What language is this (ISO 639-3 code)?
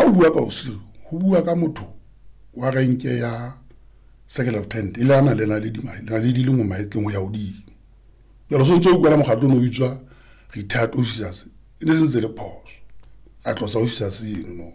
sot